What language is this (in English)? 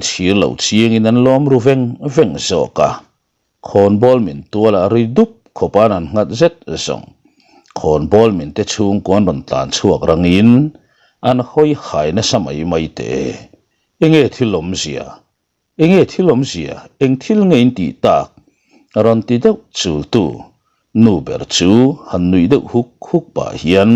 Mizo